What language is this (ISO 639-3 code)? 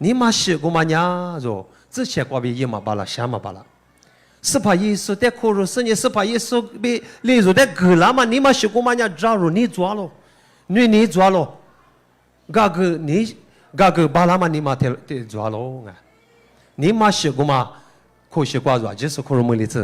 lis